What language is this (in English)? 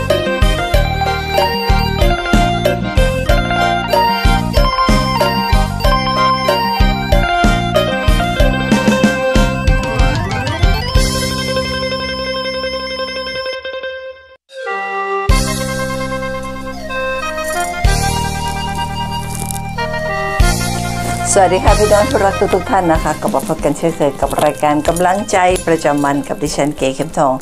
Thai